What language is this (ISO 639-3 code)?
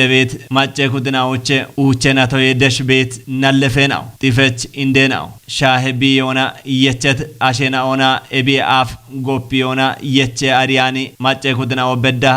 kbr